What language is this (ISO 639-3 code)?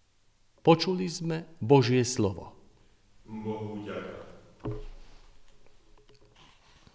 slk